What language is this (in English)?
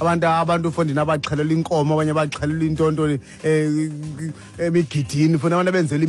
Xhosa